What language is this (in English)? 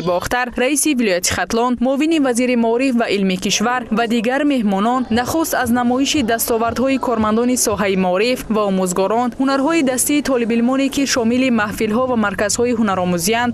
Tajik